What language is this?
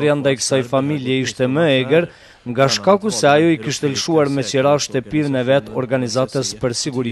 Albanian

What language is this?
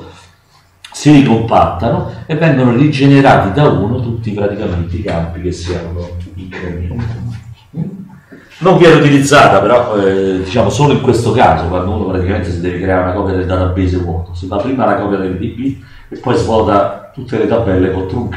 Italian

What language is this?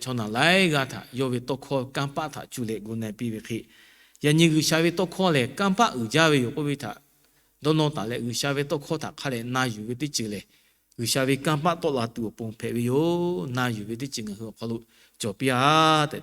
Lahu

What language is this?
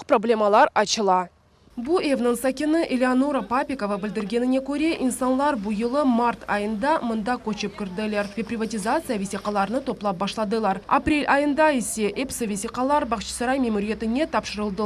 Crimean Tatar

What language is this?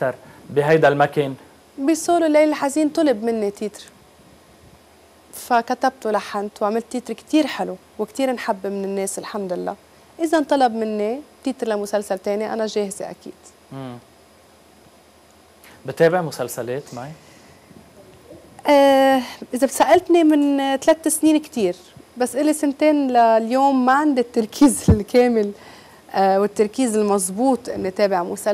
North Levantine Arabic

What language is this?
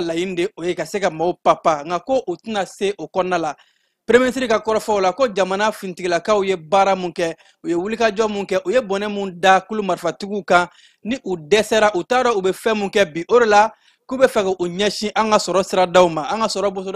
Bambara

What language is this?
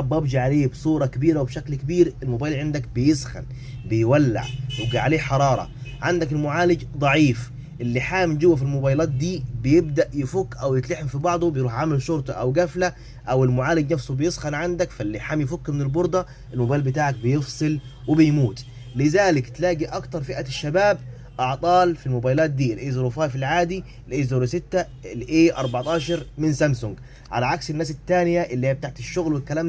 Egyptian Arabic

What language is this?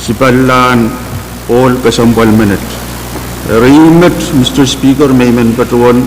Pohnpeian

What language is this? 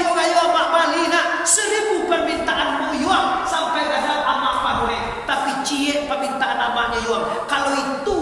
Minangkabau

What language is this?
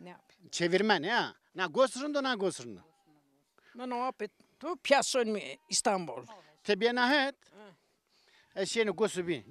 Zaza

